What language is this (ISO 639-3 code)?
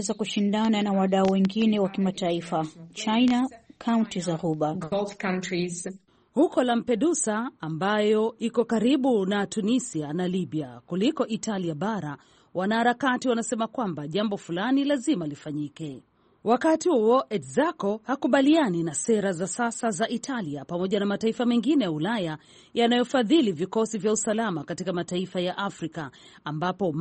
swa